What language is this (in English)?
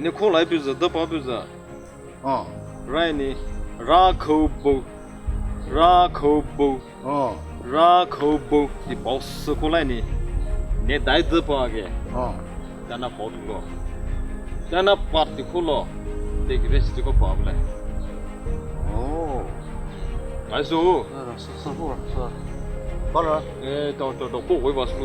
Poumei Naga